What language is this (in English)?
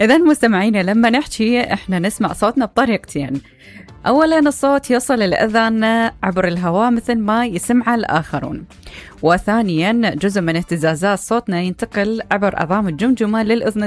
Mesopotamian Arabic